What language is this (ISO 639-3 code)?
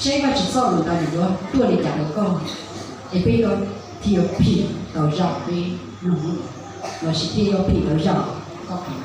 hmn